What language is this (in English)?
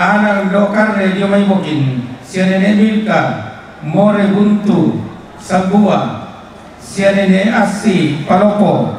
Toraja-Sa'dan